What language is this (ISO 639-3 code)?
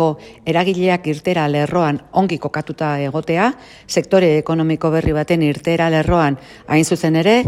eus